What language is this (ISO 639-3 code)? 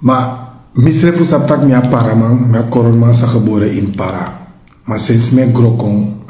srn